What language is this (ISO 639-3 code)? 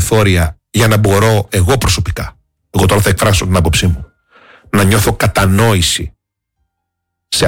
ell